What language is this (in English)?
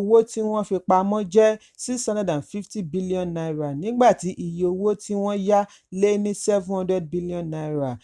Yoruba